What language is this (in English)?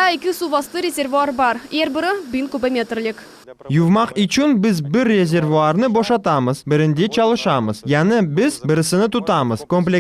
Crimean Tatar